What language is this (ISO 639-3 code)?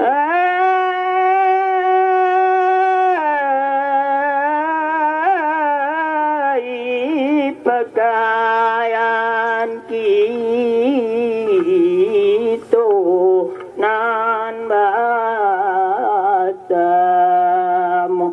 min